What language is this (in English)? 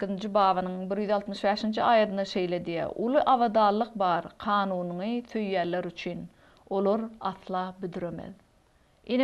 Turkmen